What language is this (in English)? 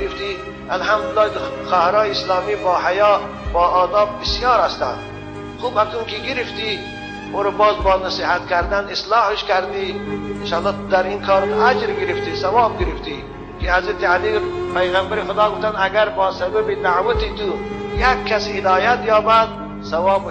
Tajik